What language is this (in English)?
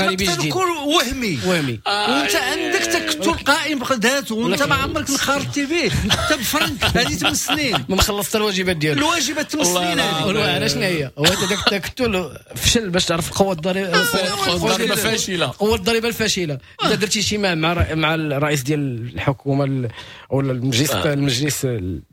Moroccan Arabic